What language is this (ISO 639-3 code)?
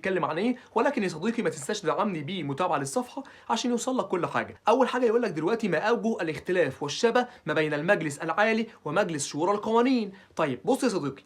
arz